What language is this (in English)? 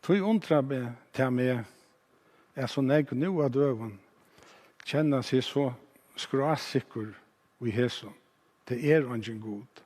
Faroese